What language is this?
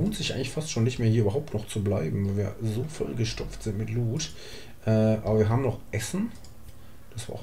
German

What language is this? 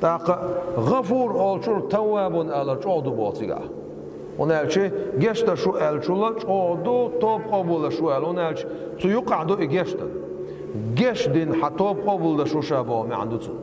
Chechen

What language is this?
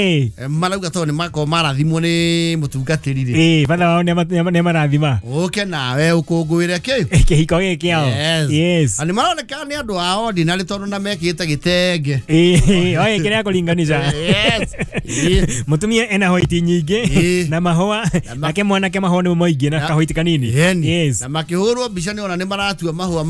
Kikuyu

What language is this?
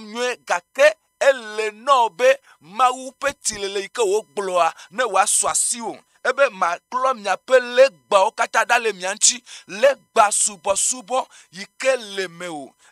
Ewe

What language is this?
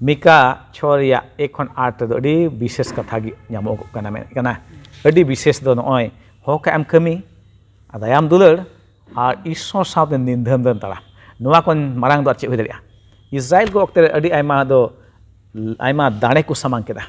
Santali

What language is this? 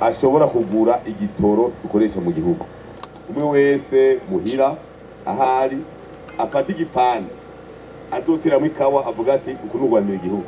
Rundi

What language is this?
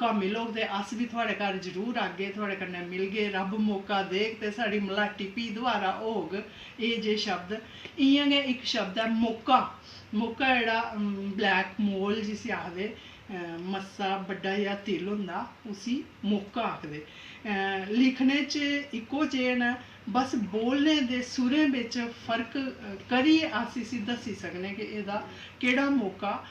Dogri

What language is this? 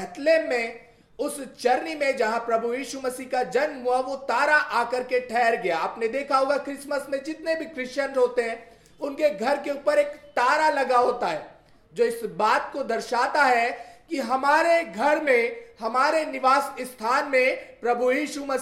Hindi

